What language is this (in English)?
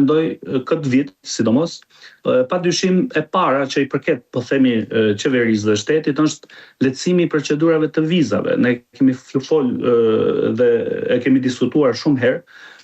Albanian